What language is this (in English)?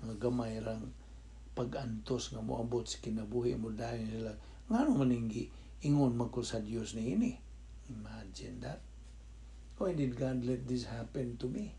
Cebuano